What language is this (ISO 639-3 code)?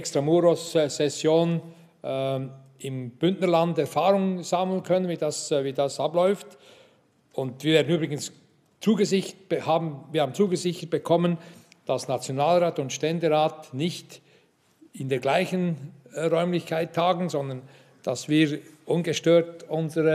deu